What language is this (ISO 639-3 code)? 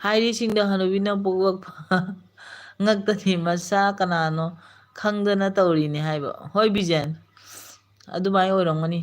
mni